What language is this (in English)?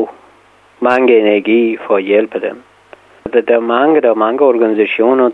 Danish